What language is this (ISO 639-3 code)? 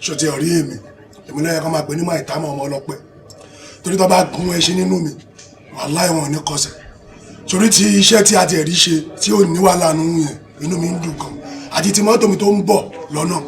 yor